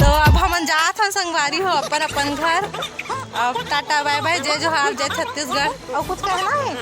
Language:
Chhattisgarhi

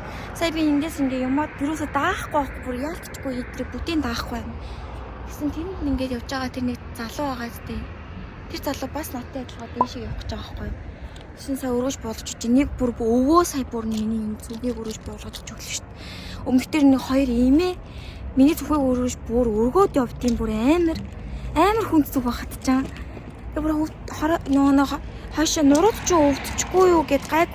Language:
Mongolian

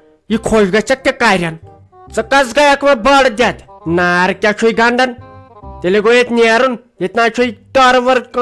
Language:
Kashmiri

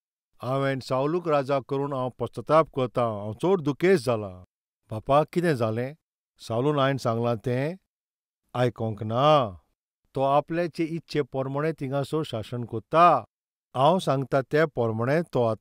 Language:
Konkani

